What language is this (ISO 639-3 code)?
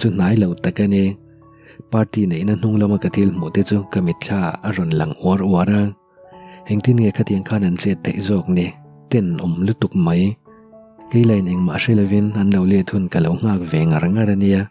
lus